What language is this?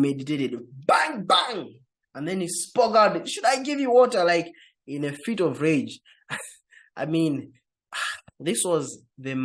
English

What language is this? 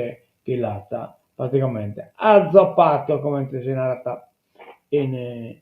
Sardinian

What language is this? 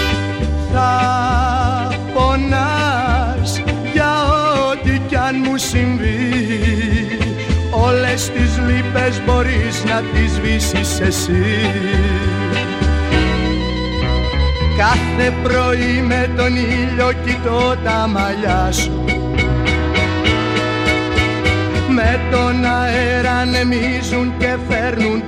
Greek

